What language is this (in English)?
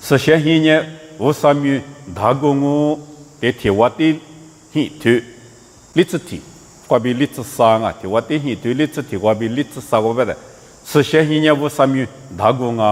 Lisu